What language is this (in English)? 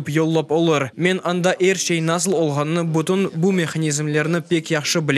Crimean Tatar